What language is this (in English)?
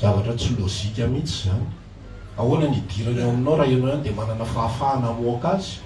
Malagasy